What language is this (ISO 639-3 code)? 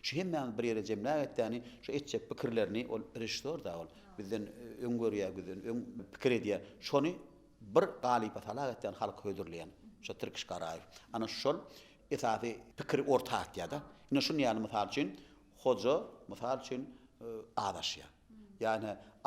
tuk